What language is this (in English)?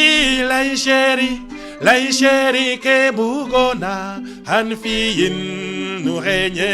Serer